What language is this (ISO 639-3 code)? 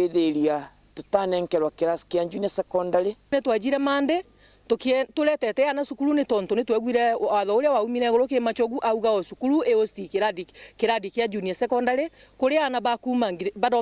mer